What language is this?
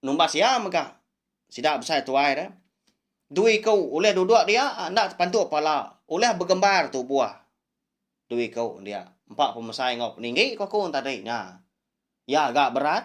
Iban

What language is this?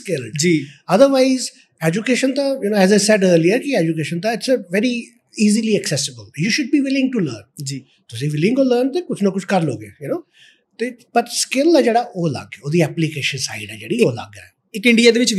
Punjabi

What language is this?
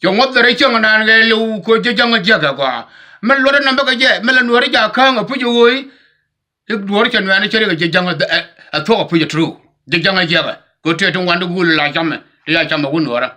Nuer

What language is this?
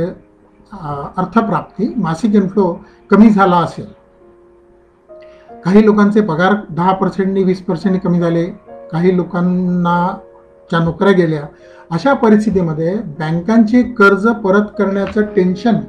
Marathi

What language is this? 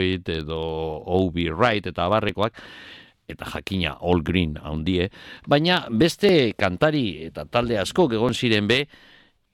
Basque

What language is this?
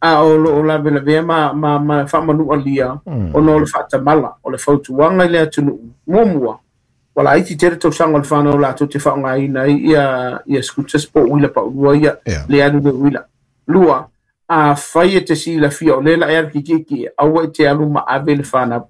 Samoan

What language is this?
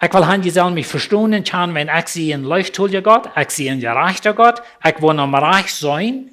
Plautdietsch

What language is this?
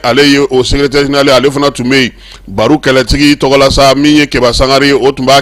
Bambara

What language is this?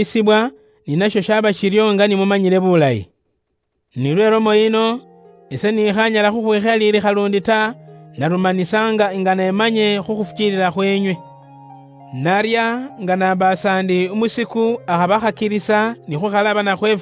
Luyia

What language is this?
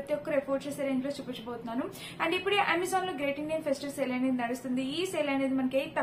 Telugu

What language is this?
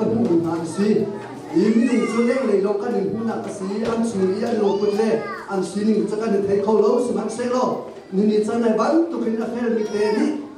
Hakha Chin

